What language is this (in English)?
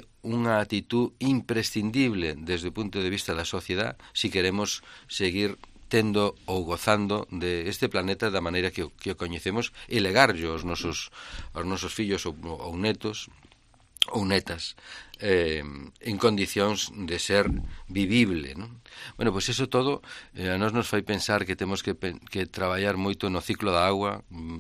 Galician